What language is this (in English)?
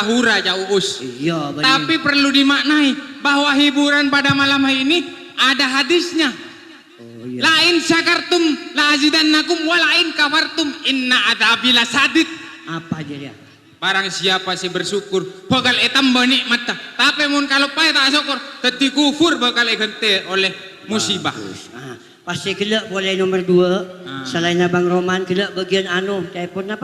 Madurese